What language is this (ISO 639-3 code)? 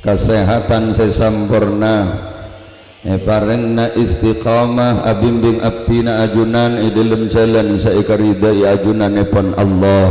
mad